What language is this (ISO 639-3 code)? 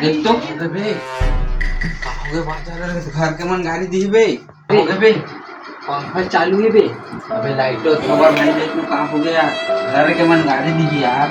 hne